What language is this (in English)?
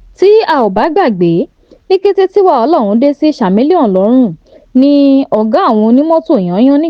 Yoruba